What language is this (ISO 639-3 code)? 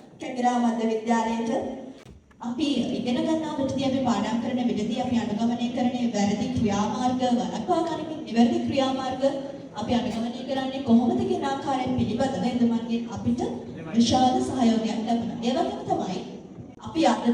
sin